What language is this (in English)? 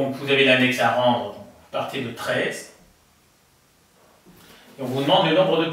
French